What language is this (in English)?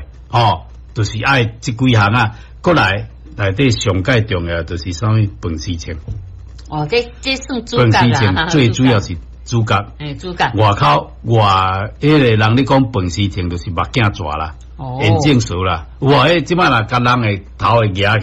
Min Nan Chinese